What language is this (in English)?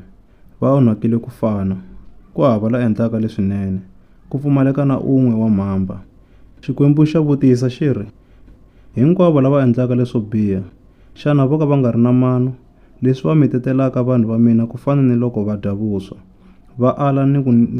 Tsonga